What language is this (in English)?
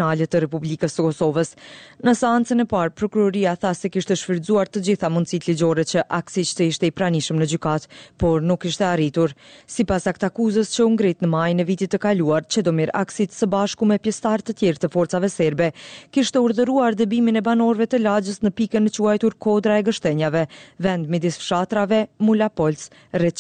Albanian